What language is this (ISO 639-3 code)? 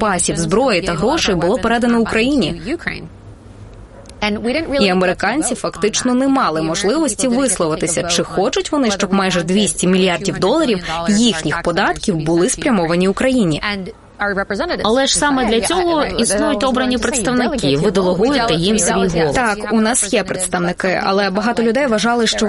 ukr